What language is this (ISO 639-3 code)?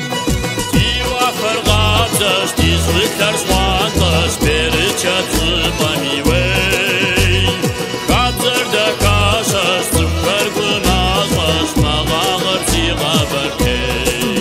kbd